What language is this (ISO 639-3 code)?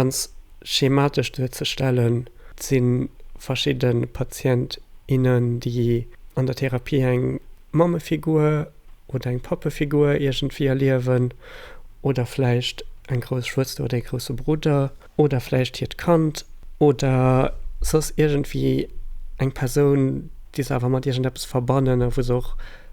ltz